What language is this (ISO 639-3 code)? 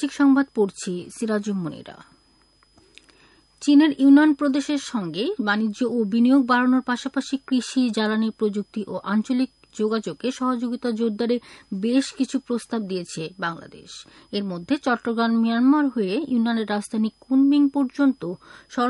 ben